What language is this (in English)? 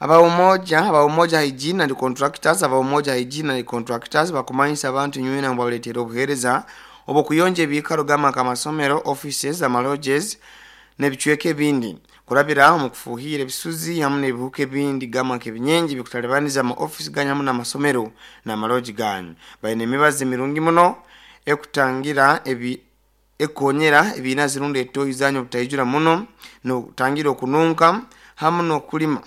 Nyoro